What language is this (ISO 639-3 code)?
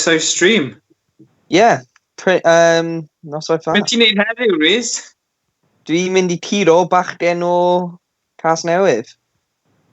cym